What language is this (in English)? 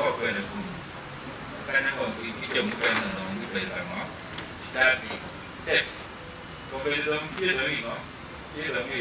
Acoli